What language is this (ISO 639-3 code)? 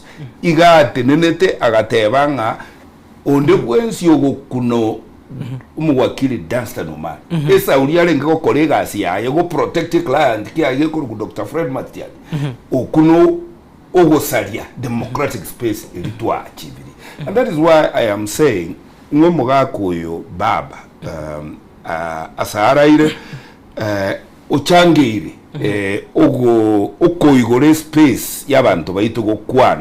guz